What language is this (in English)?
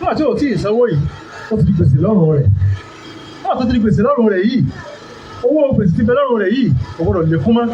Yoruba